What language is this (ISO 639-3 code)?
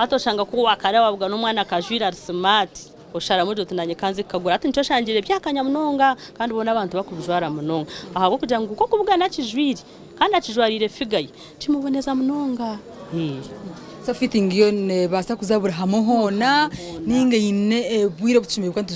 nyn